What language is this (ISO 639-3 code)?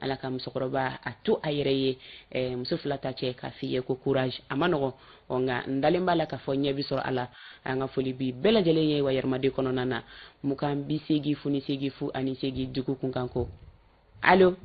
bam